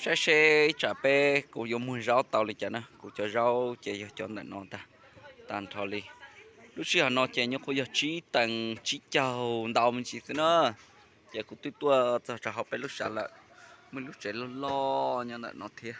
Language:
Hmong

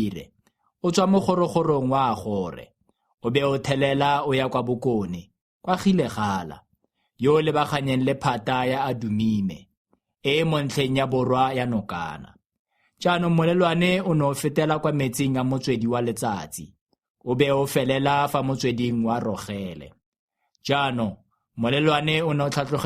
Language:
Tswana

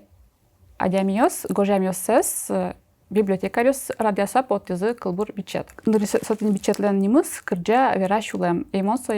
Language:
Udmurt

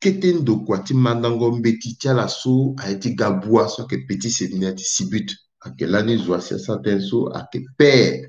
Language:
Sango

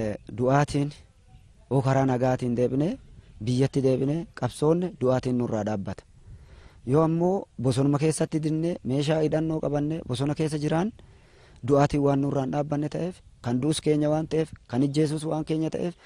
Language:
Oromo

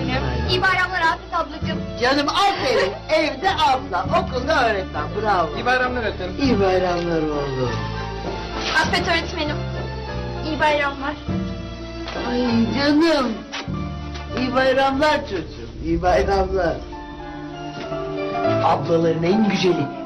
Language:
Turkish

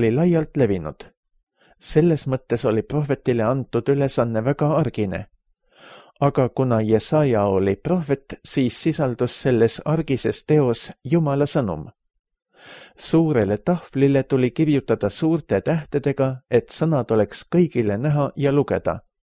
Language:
Estonian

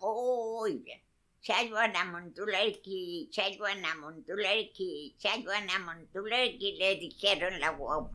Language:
Mapuche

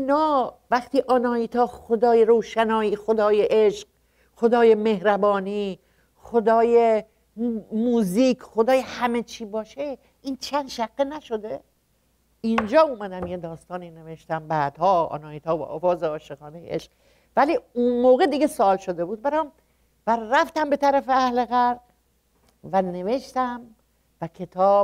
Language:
Persian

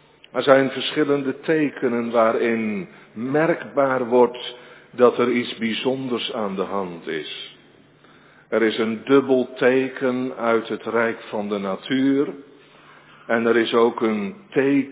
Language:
Dutch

